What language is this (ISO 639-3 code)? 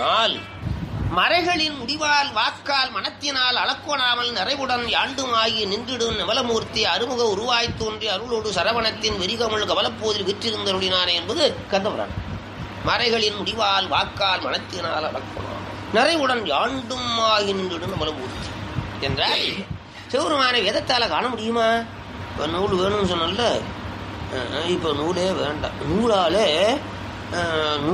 tam